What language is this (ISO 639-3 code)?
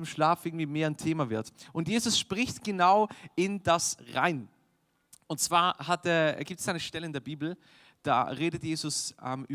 gsw